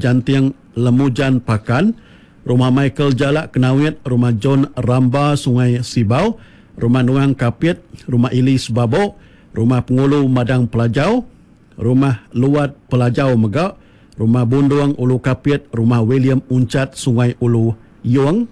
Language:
Iban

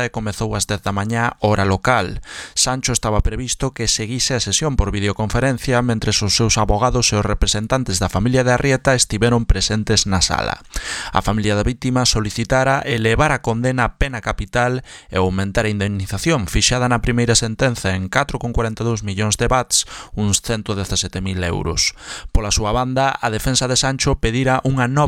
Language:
Galician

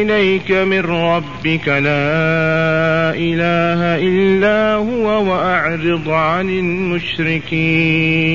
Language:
Arabic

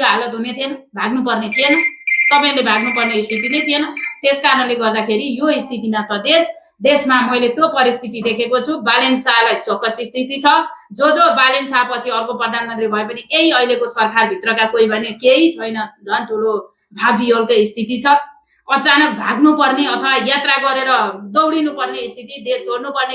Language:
Nepali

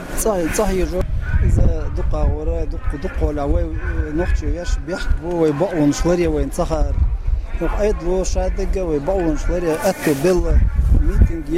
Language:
Chechen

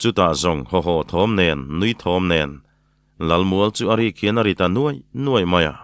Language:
Mizo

